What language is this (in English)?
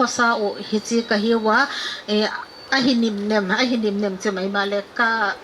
Paite Chin